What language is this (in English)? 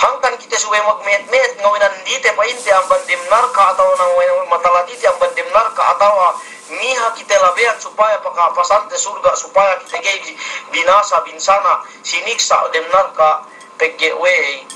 Yakan